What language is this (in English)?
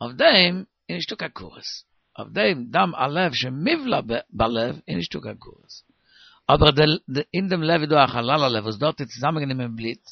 Yiddish